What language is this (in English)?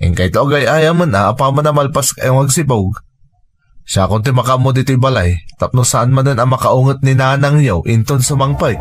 Iloko